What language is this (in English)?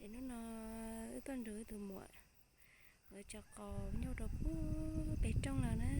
Hmong